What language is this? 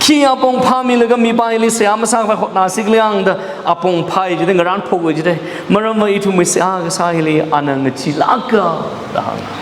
Tangkhul Naga (India)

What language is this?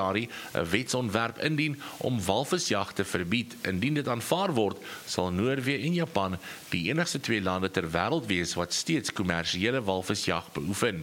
Afrikaans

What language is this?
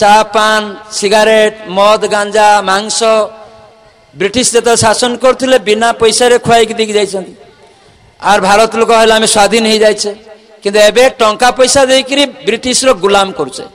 Odia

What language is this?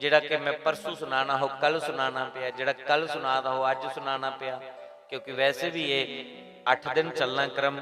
Dogri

